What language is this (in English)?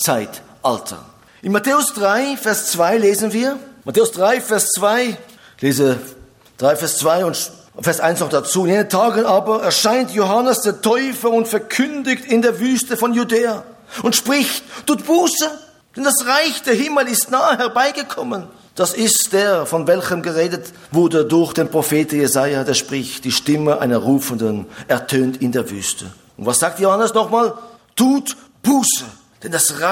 German